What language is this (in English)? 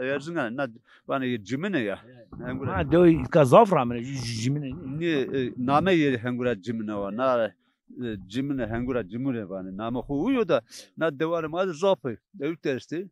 Zaza